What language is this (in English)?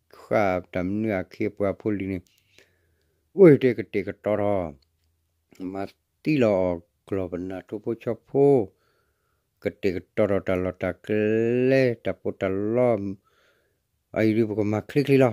S'gaw Karen